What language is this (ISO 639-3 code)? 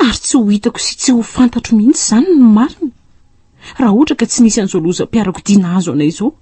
mlg